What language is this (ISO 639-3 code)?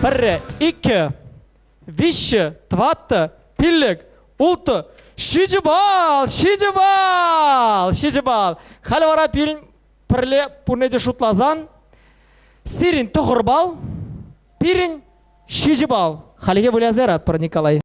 chv